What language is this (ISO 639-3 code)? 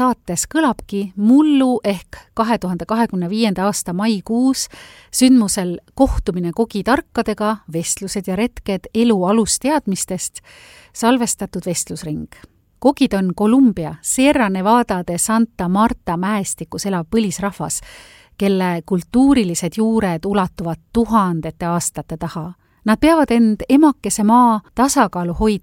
est